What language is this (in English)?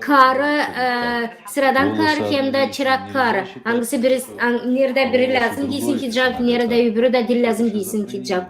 Gagauz